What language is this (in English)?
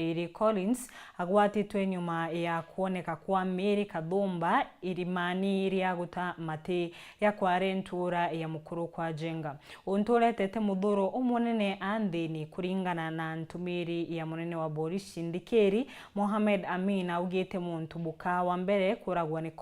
Meru